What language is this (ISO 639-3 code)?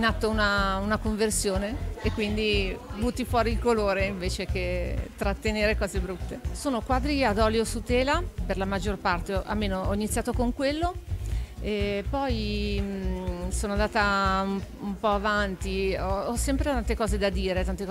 ita